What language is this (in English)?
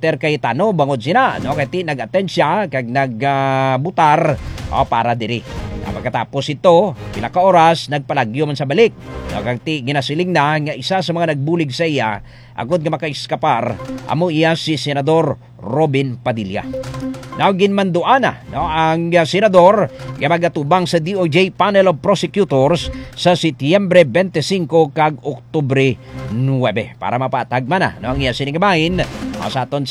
Hiligaynon